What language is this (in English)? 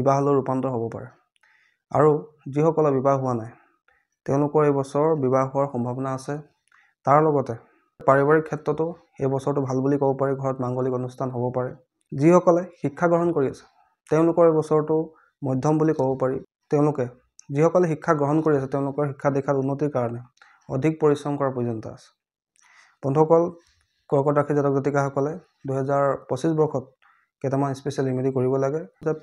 Assamese